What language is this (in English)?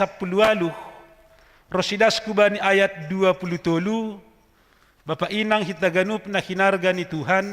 Batak Simalungun